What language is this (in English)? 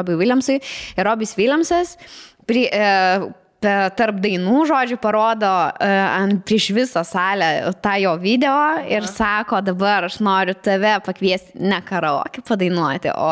Lithuanian